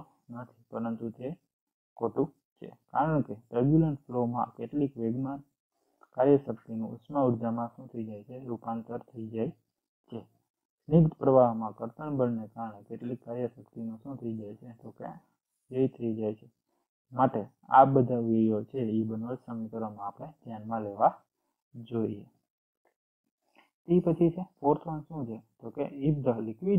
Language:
Gujarati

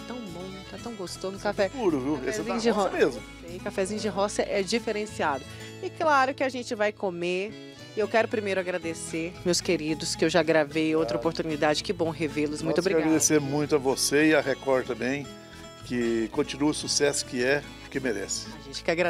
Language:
Portuguese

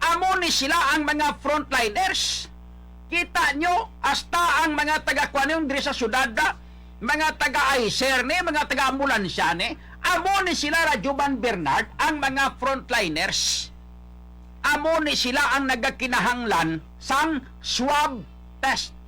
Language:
Hiligaynon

